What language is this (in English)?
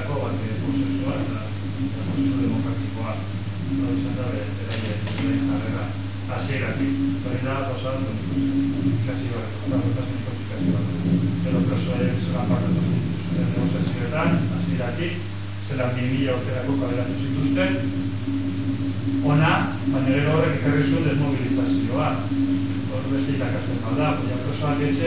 Basque